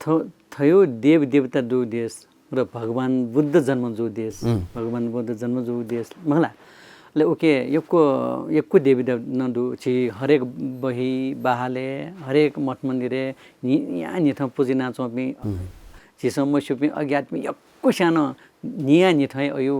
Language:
Newari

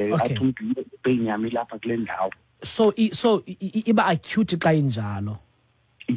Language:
Xhosa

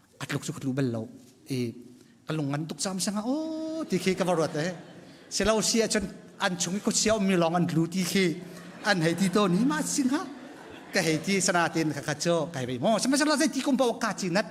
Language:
Hakha Chin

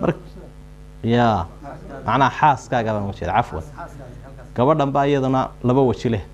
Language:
Somali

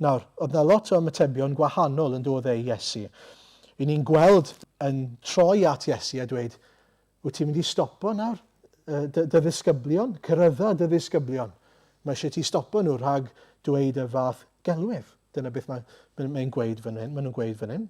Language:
Welsh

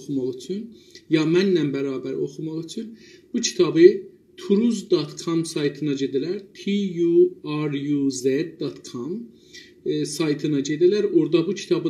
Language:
South Azerbaijani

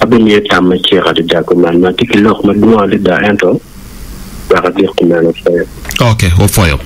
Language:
Acoli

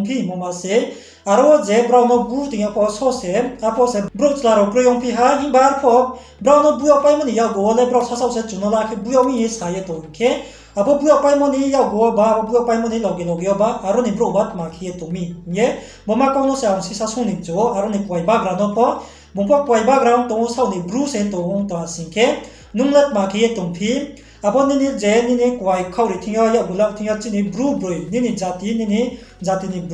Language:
Riang (India)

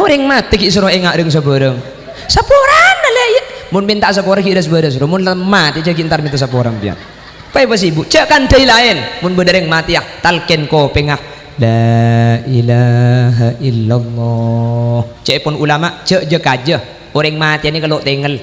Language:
Madurese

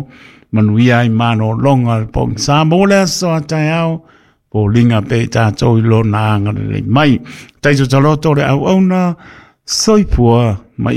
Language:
Samoan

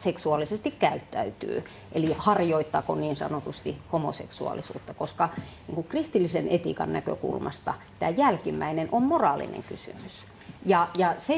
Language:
Finnish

